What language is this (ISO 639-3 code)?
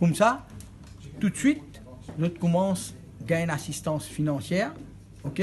mfe